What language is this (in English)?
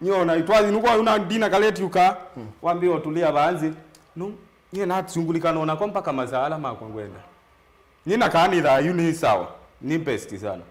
Kamba